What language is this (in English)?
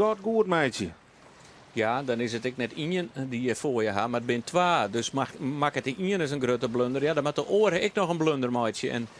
Western Frisian